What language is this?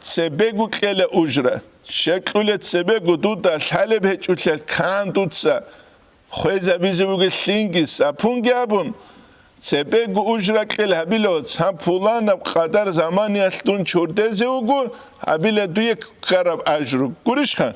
Avaric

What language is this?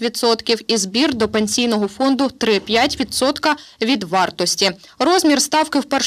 Ukrainian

